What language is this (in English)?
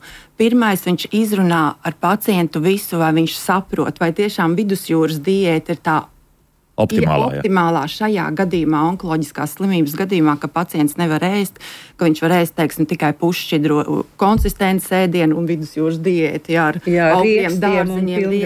Latvian